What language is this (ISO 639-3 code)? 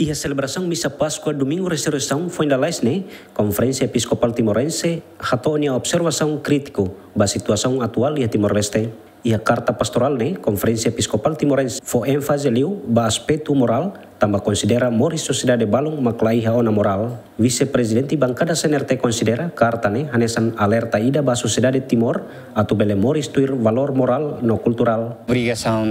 tet